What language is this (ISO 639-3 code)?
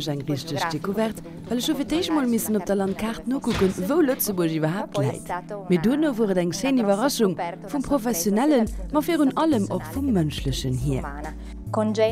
ltz